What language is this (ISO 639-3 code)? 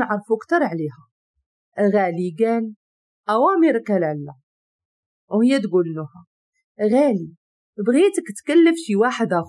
ary